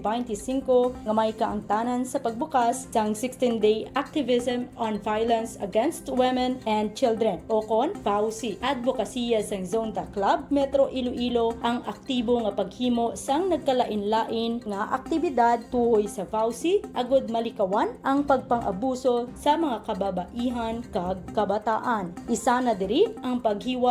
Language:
Hiligaynon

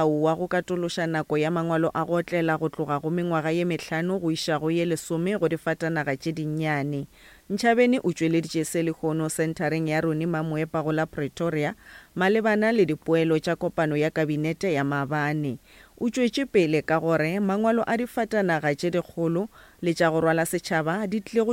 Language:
Northern Sotho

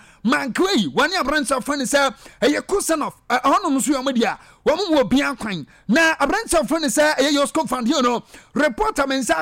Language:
Akan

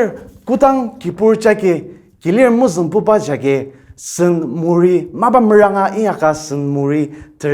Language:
Ao Naga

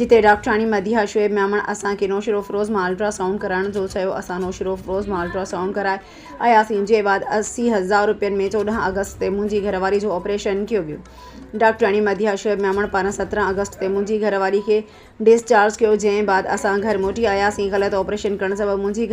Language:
Sindhi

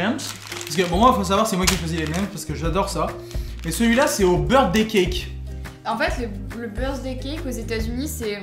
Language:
French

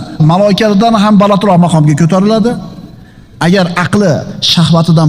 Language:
Uzbek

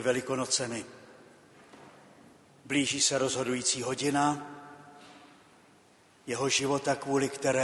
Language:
Czech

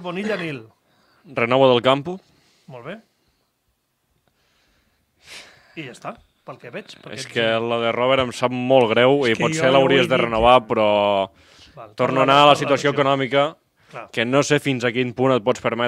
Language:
Catalan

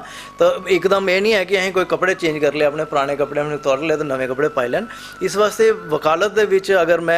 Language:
Dogri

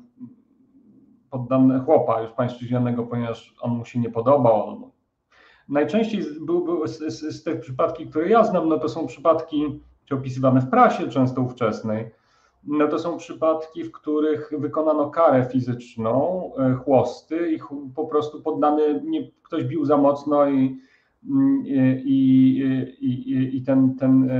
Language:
Polish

